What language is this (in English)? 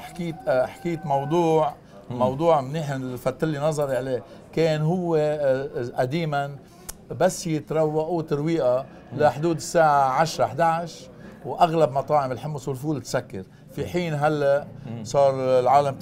North Levantine Arabic